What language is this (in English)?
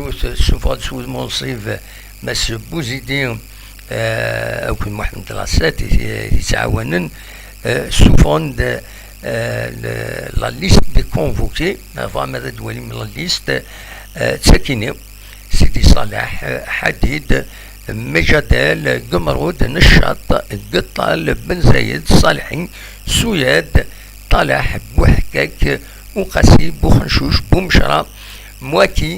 Kabyle